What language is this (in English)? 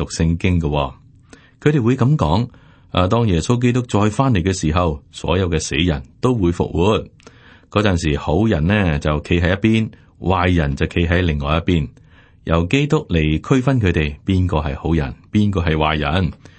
Cantonese